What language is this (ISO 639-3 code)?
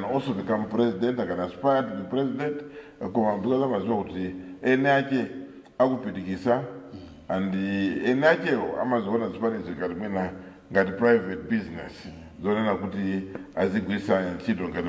nya